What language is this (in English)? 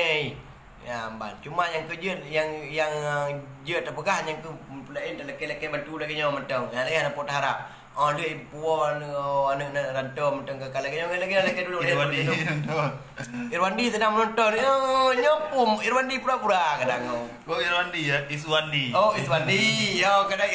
Achinese